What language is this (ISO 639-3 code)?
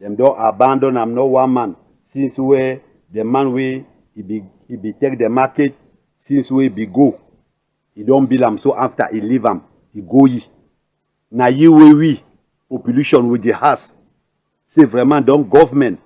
wes